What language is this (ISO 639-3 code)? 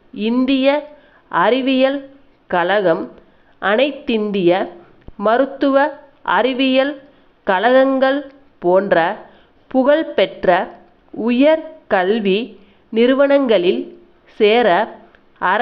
tam